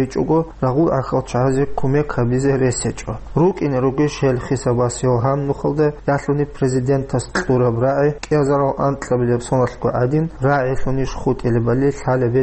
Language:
Avaric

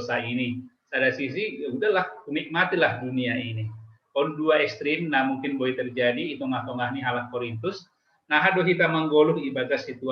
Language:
Batak Simalungun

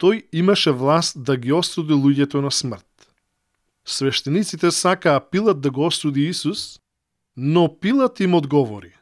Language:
Macedonian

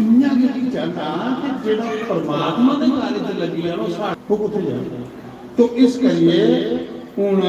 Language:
Dogri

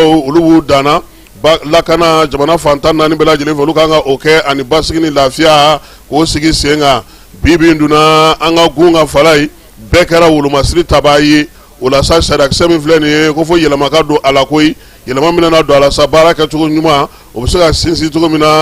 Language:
Bambara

